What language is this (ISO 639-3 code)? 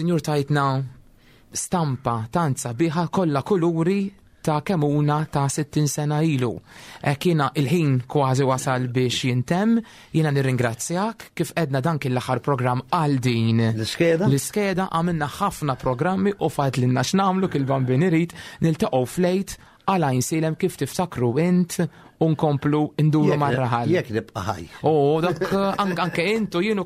mlt